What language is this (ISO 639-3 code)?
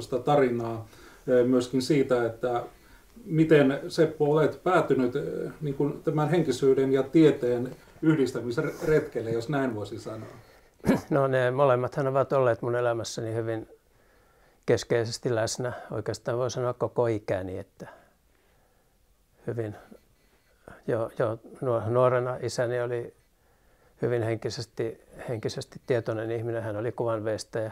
fin